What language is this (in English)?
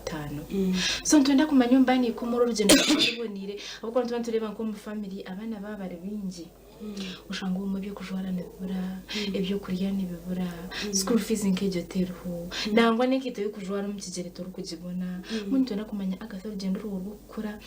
Nyankole